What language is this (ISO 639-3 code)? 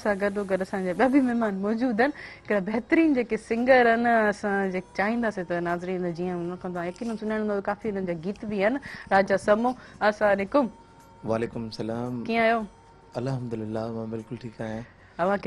snd